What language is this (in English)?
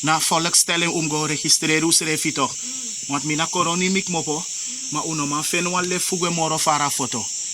Sranan Tongo